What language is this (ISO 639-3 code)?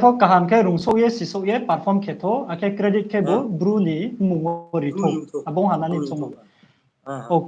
ria